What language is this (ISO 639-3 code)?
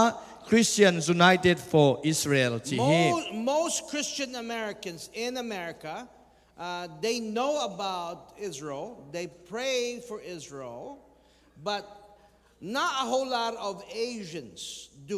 ctd